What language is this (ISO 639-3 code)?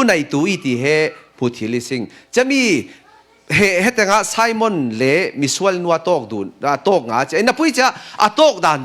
cfm